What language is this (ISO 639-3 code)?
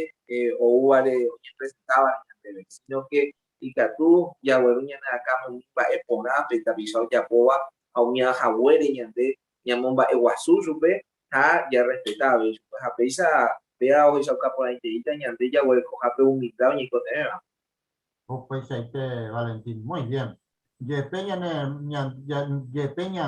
grn